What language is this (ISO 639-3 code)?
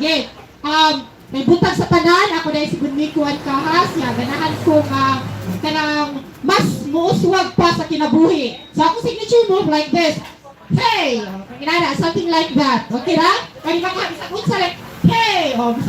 ceb